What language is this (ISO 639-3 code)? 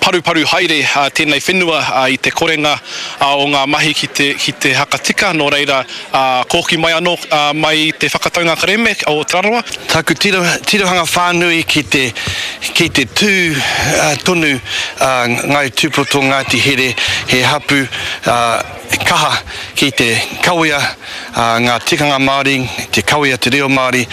mri